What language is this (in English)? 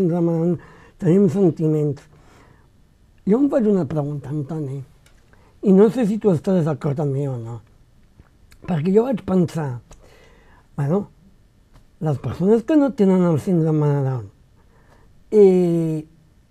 Catalan